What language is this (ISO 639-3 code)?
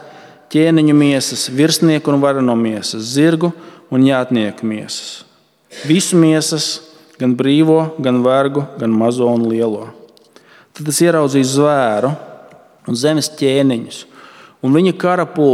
lav